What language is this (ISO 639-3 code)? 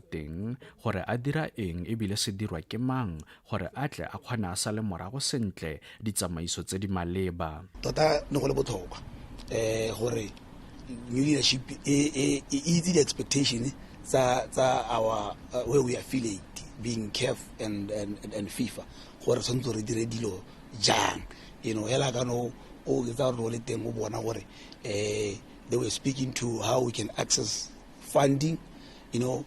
tsn